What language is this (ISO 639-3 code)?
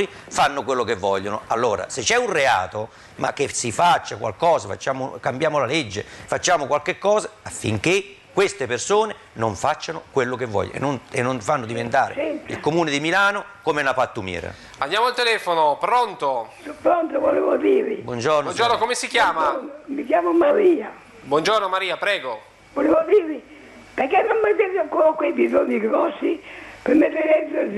ita